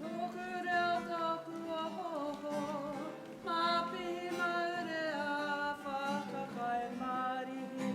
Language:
Māori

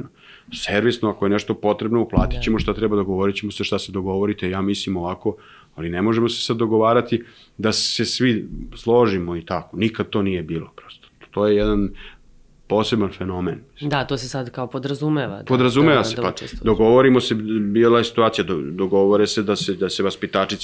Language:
Serbian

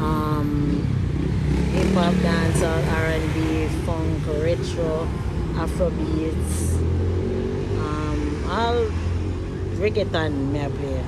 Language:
Jamaican Creole English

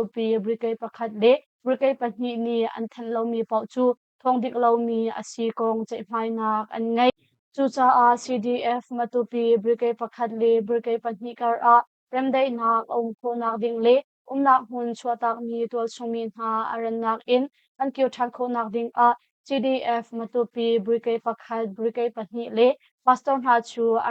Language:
Hakha Chin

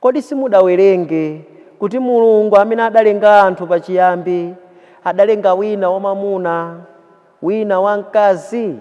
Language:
Nyanja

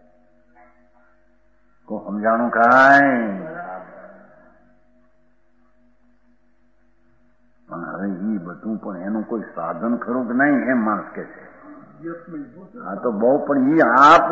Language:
Gujarati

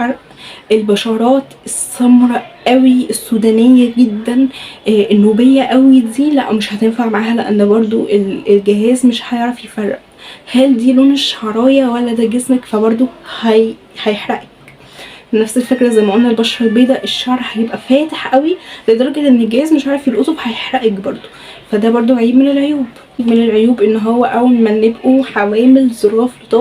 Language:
Egyptian Arabic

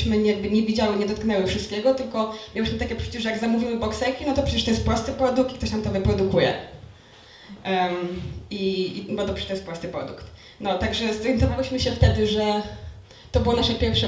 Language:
Polish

